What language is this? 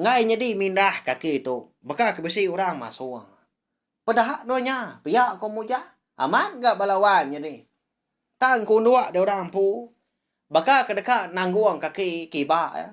Iban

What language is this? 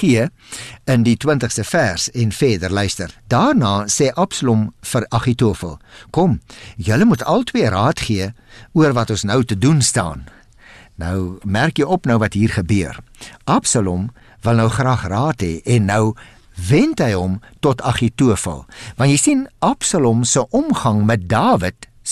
Afrikaans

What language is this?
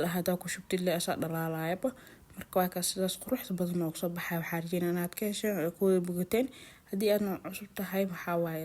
Somali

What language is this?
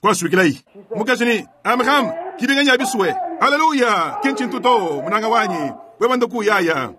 Luba-Lulua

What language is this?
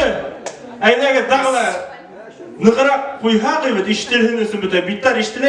Bashkir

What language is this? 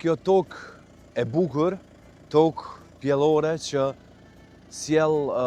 Albanian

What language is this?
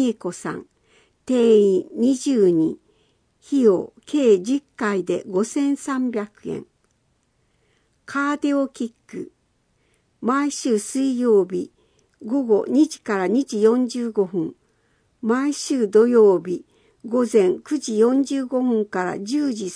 Japanese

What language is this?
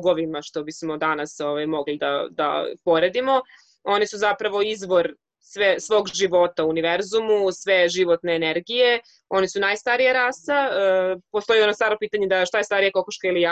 Serbian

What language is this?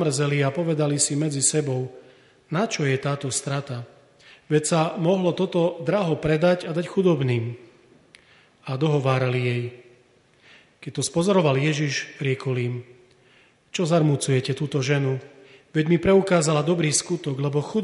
Slovak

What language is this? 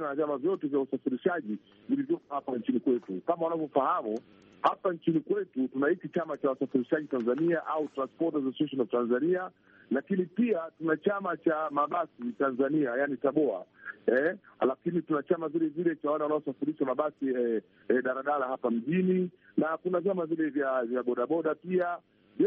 Swahili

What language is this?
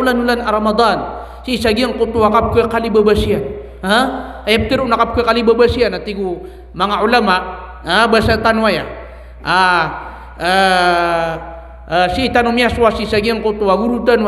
Maranao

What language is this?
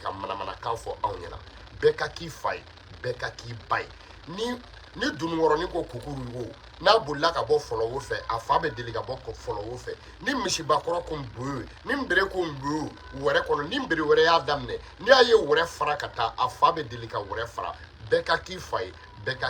Bambara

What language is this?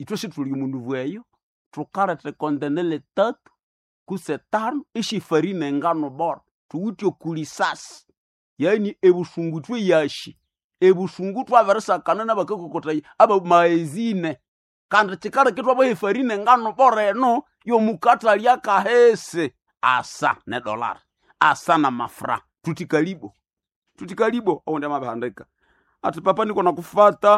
Nande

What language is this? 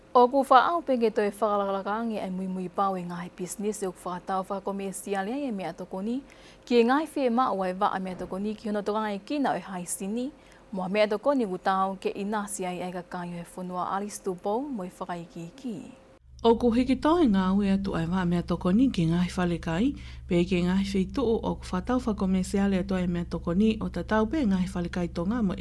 Tongan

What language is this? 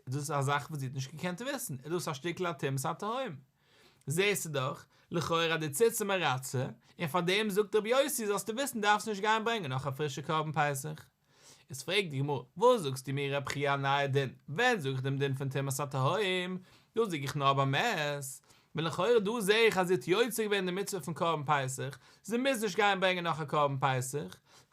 Yiddish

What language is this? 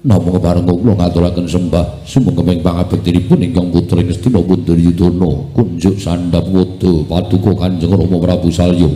Javanese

